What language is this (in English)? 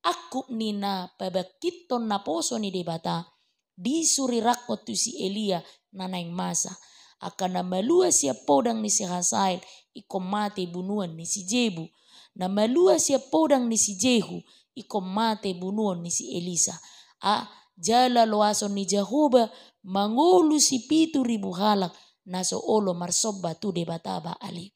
Batak Toba